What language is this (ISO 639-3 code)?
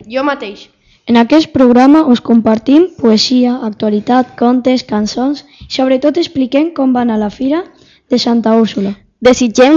cat